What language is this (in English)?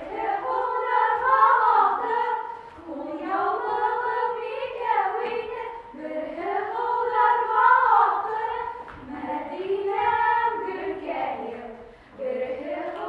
Bashkir